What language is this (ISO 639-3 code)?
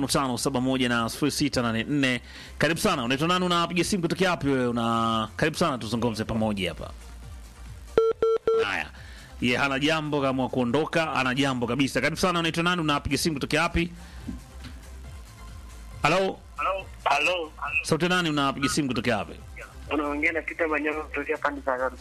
swa